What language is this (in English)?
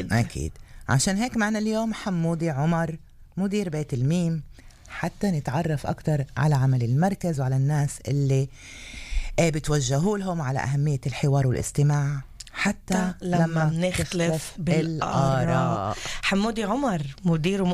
North Levantine Arabic